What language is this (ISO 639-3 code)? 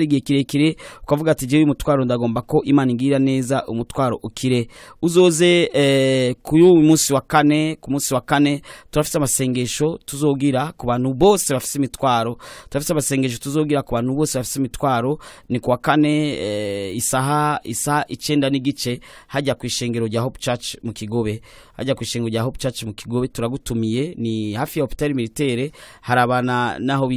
run